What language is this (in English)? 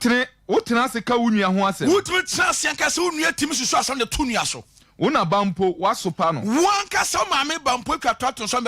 Akan